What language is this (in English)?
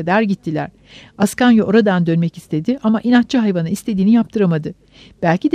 Turkish